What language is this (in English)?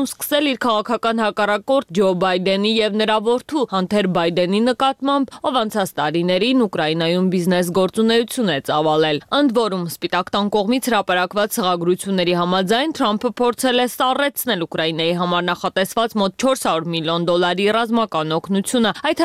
Armenian